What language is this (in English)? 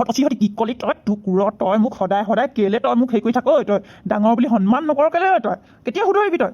Assamese